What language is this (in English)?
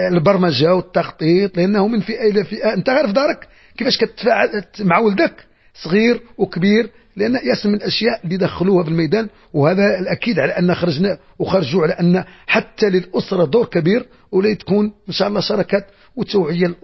Moroccan Arabic